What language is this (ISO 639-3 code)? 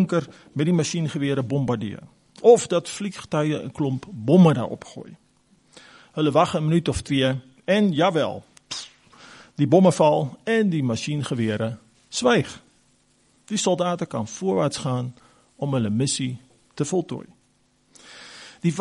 afr